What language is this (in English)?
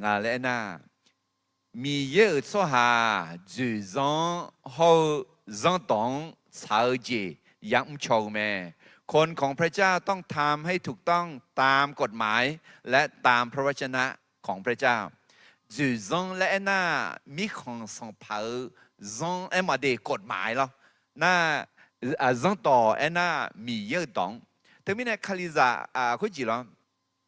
Akha